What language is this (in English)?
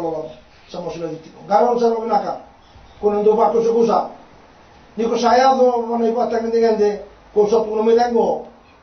Fijian